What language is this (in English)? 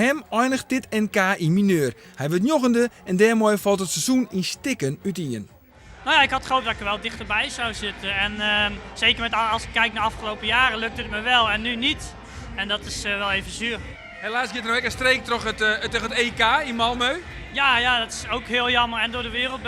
Western Frisian